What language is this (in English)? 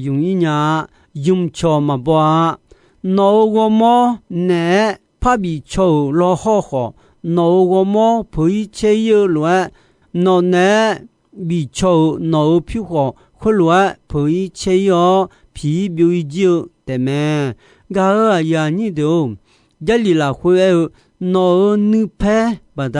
Akha